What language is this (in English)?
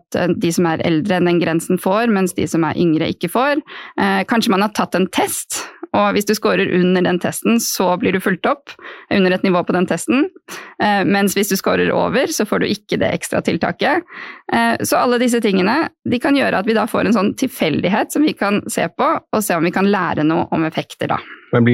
Norwegian